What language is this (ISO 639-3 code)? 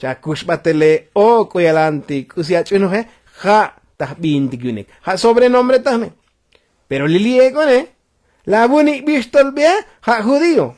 tzo